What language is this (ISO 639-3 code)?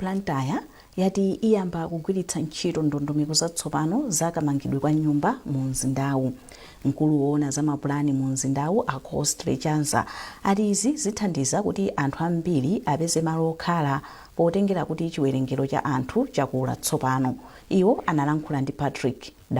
nya